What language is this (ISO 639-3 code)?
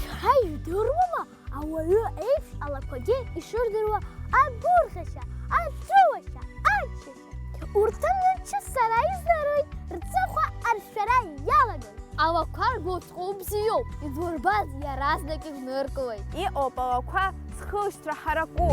abk